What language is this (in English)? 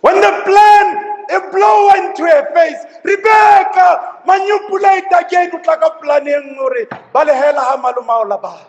Southern Sotho